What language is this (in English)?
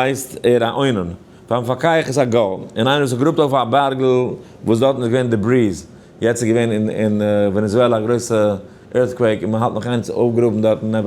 Yiddish